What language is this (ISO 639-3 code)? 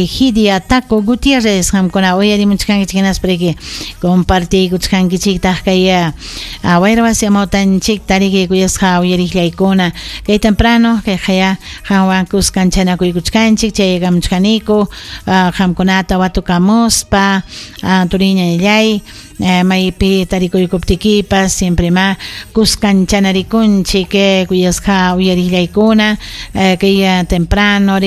quy